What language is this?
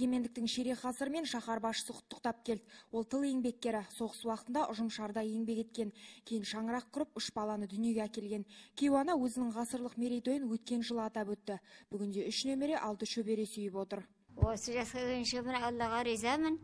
Kazakh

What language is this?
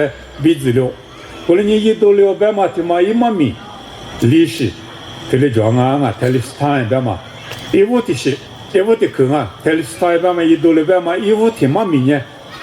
Lisu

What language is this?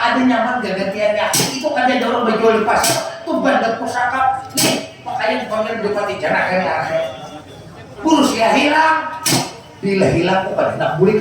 Banjar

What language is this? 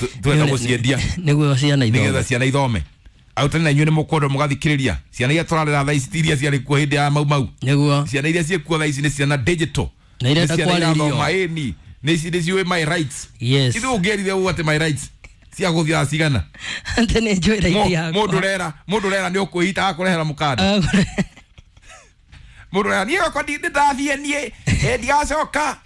Kikuyu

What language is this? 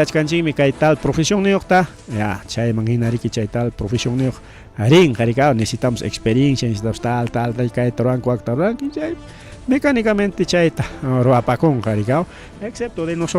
Ayacucho Quechua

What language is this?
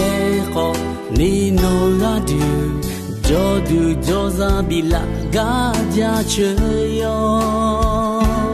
Akha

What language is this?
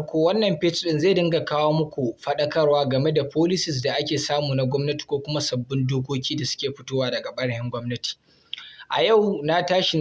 Hausa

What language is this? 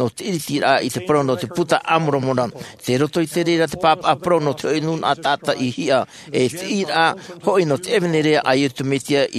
Tahitian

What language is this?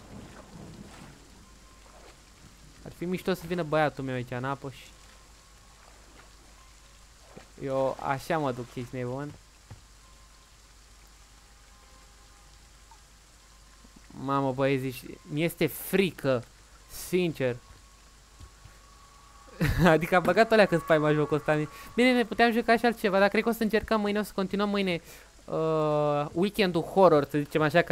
Romanian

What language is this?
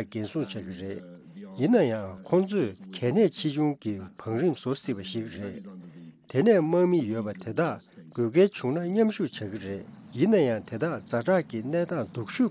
Tibetan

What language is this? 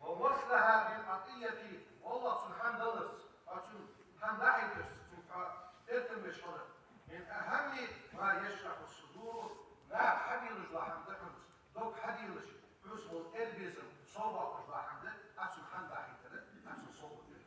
Ingush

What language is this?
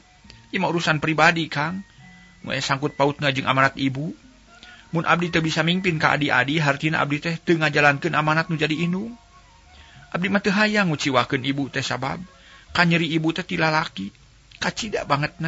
Sundanese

